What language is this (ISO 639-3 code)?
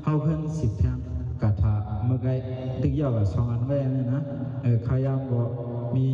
shn